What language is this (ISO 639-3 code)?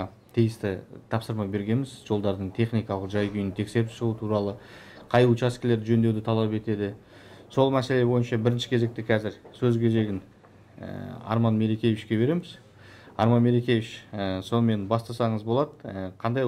kaz